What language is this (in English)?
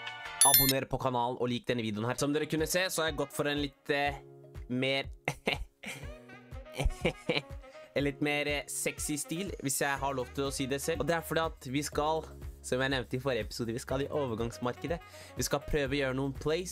Norwegian